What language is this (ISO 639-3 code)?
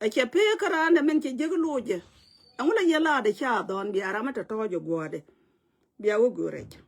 nus